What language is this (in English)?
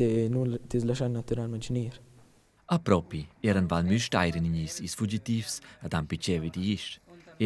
Romansh